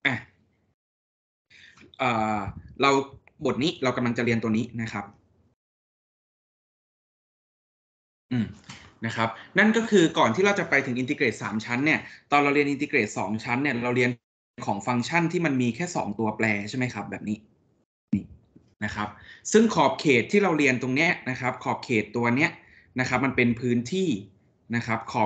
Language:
Thai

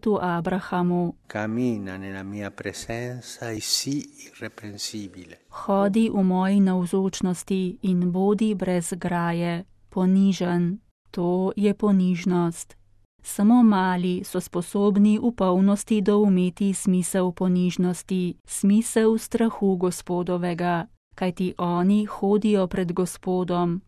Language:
Slovenian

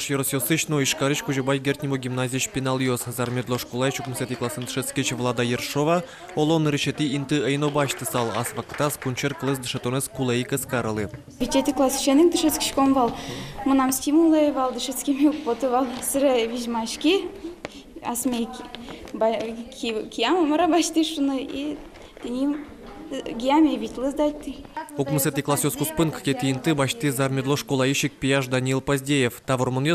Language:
Udmurt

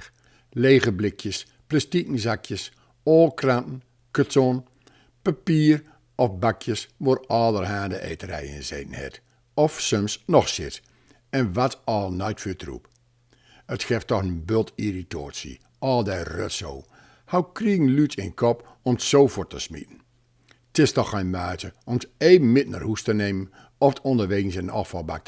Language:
Gronings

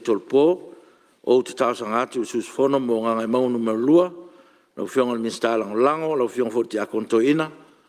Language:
Samoan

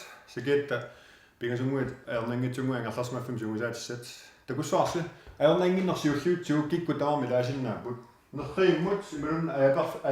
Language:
Kalaallisut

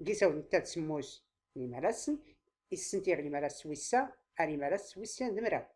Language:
Tachelhit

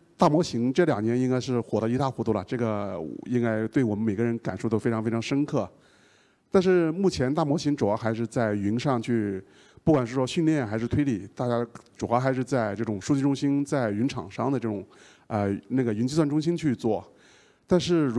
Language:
Chinese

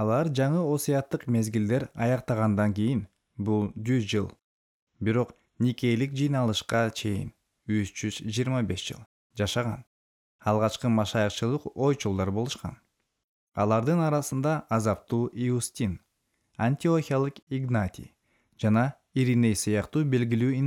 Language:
Kyrgyz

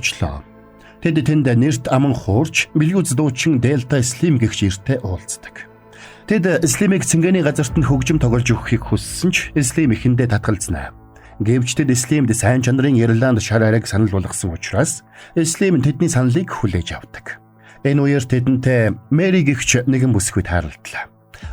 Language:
Mongolian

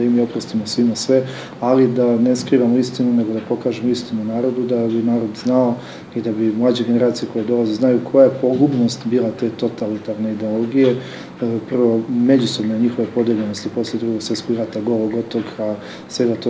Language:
Serbian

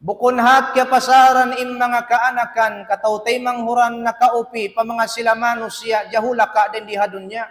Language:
Tausug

